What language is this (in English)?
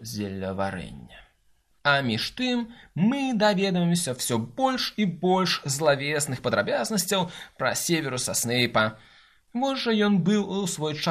Belarusian